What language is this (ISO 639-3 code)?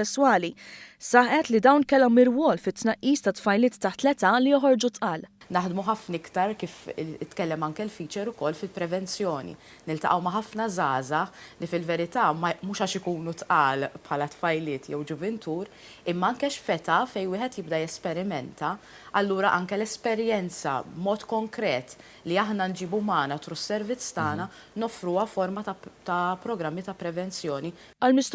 mlt